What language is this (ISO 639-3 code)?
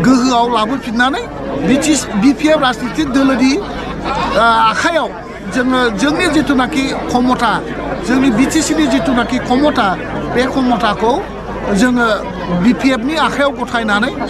brx